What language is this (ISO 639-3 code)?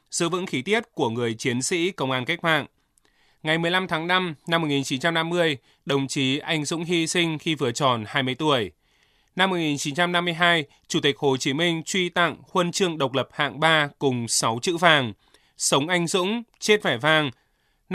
vie